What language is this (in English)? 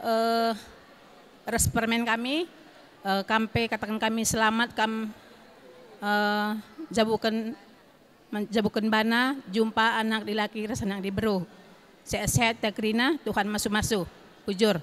Batak Karo